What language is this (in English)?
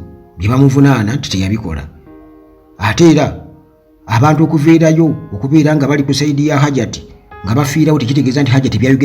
Ganda